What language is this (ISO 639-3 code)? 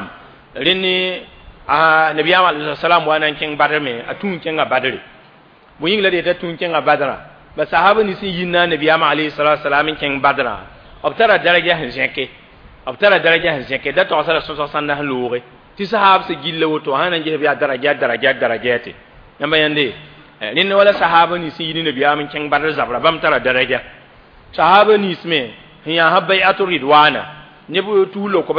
mos